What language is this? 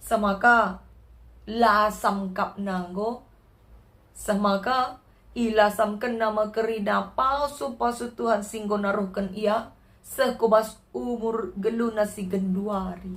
Batak Karo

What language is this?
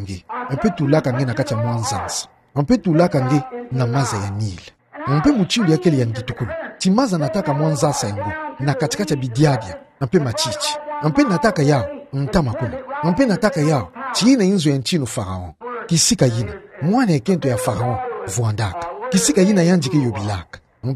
Kituba (Democratic Republic of Congo)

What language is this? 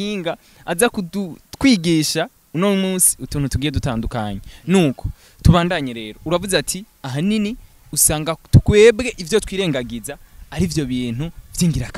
Rundi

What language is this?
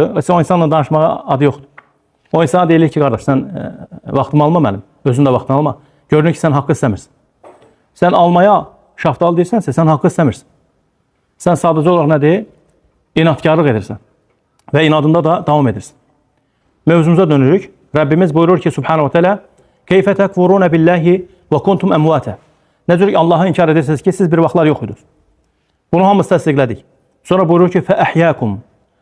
Azerbaijani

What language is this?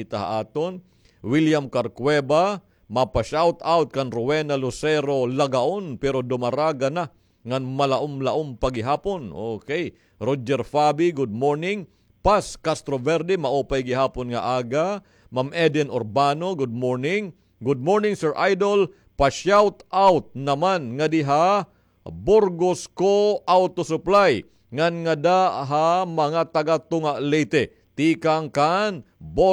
Waray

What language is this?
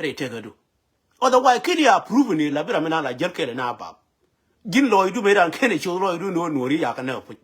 Nuer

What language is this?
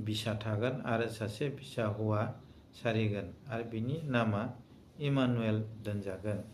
Bodo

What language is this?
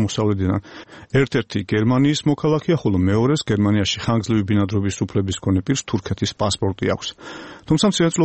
Georgian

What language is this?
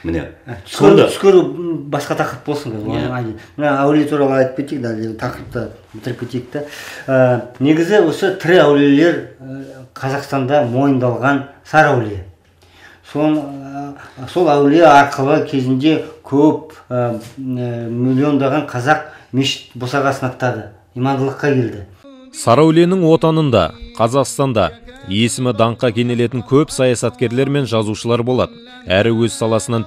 Kazakh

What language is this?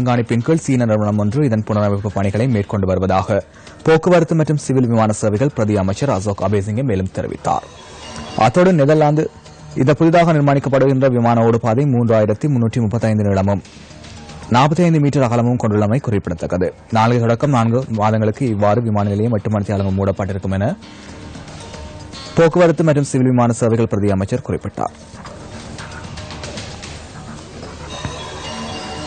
Tamil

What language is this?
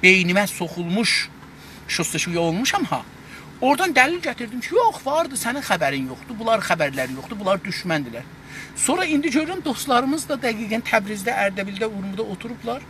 South Azerbaijani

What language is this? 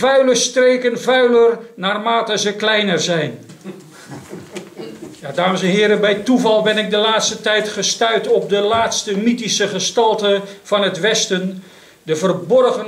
Dutch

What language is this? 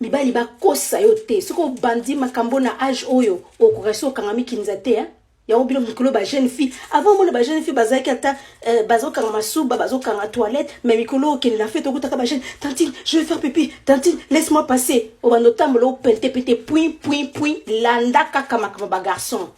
Lingala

